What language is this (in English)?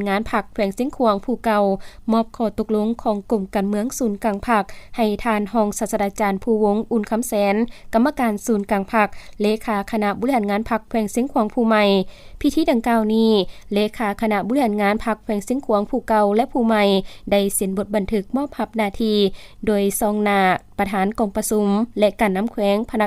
Lao